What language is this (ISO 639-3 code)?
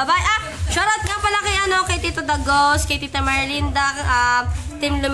fil